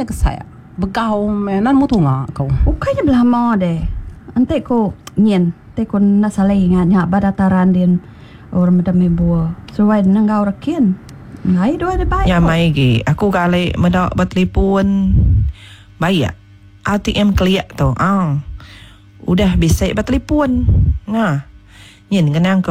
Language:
Iban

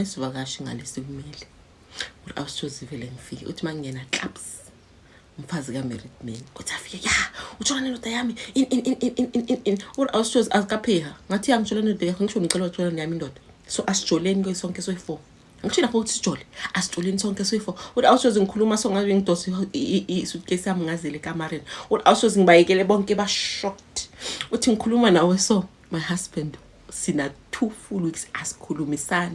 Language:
Zulu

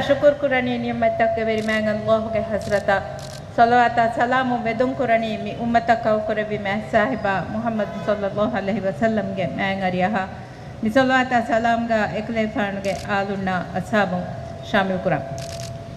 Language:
Divehi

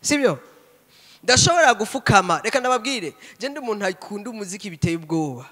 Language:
Rundi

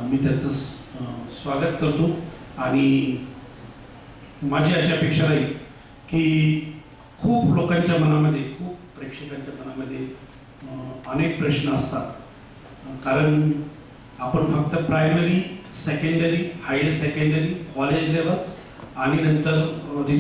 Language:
Marathi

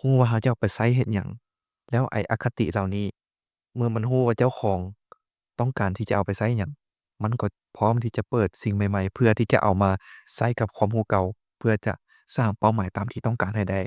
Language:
Lao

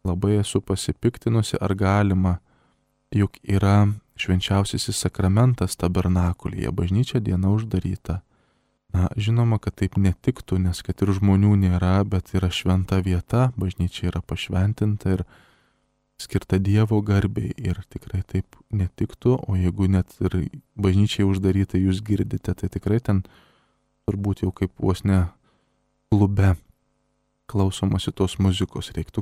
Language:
Lithuanian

